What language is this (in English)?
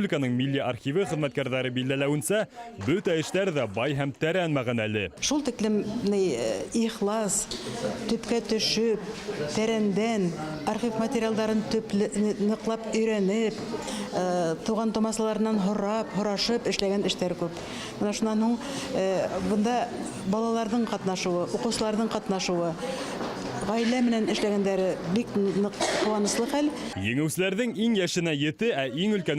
Bashkir